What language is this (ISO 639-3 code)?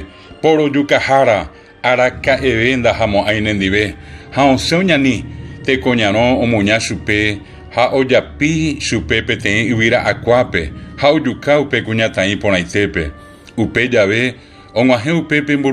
grn